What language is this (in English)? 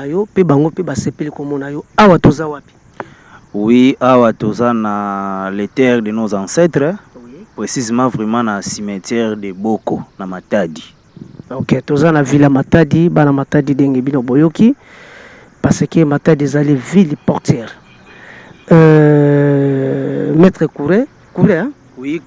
Lingala